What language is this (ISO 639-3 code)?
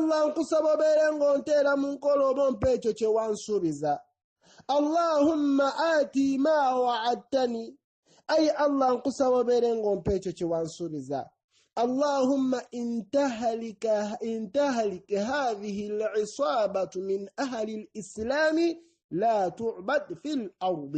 lug